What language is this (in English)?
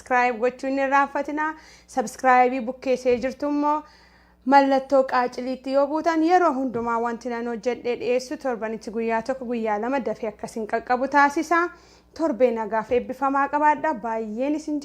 Oromo